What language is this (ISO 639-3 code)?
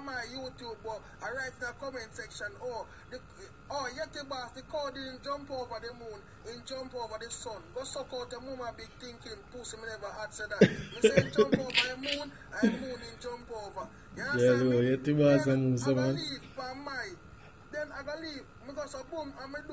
jam